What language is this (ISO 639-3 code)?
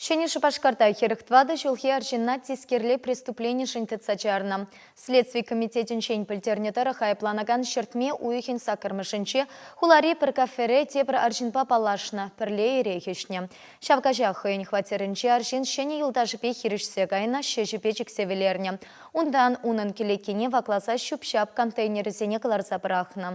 chv